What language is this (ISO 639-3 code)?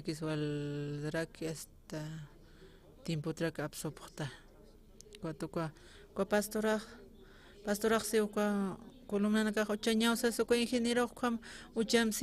aym